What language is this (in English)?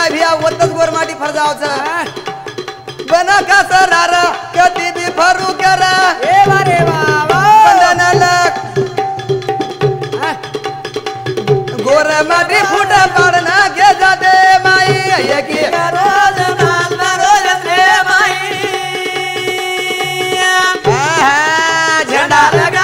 Lambadi